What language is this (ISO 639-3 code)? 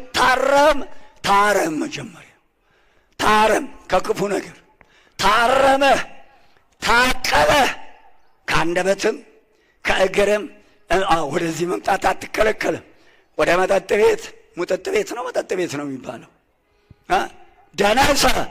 amh